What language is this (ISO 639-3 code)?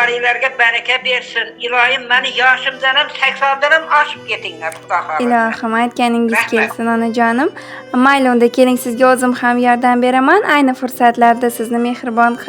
uzb